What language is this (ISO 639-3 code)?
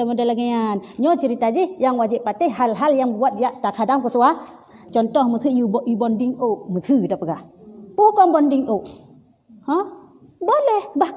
ace